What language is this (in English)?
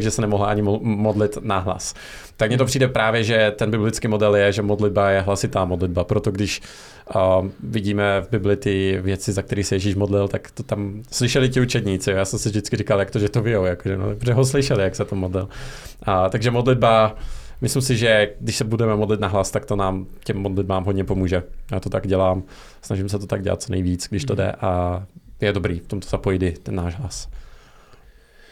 Czech